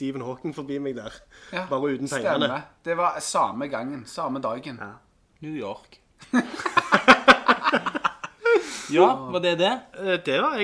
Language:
Norwegian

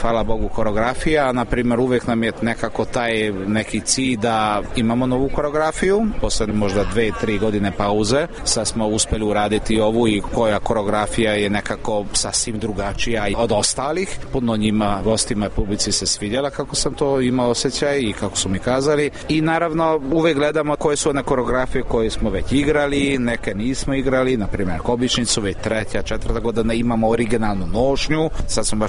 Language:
Serbian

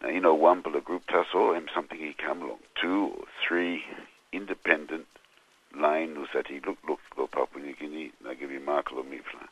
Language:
Tok Pisin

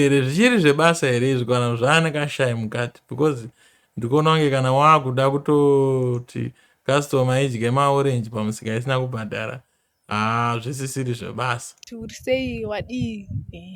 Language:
Shona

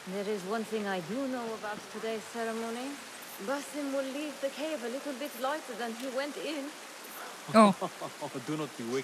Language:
Polish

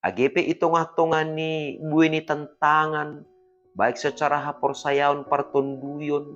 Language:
Batak Simalungun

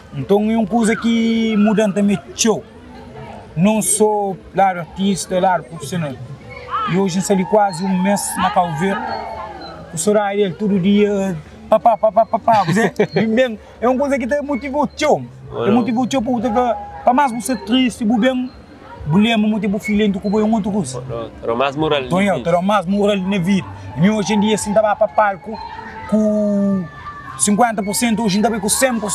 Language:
Kabuverdianu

